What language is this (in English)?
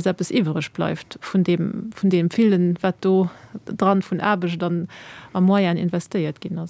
Luxembourgish